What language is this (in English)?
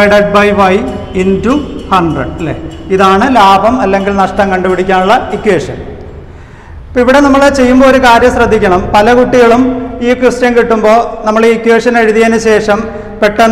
Malayalam